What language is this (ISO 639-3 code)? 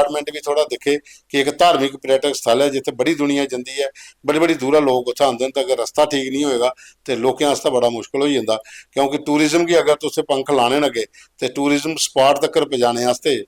doi